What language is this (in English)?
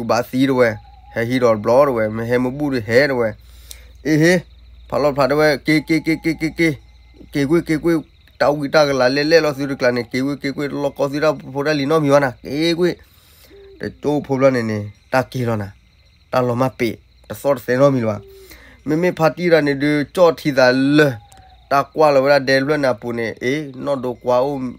S'gaw Karen